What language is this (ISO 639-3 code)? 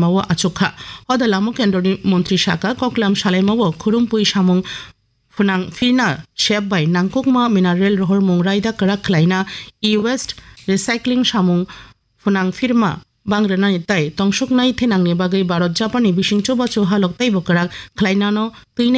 trp